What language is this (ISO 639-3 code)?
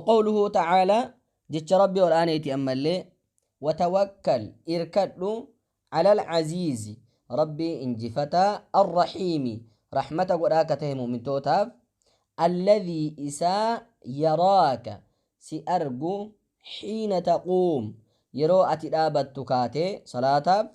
orm